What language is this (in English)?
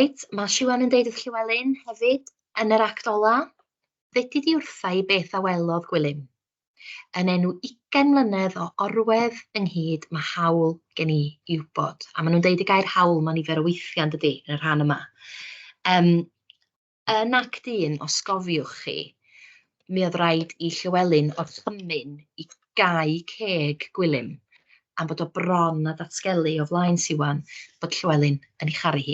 Welsh